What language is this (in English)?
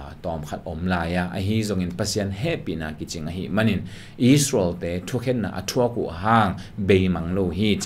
Tedim Chin